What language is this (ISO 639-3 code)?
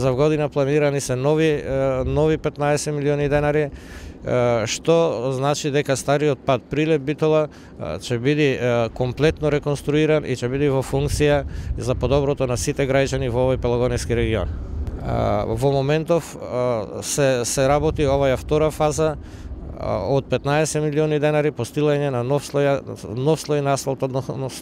mkd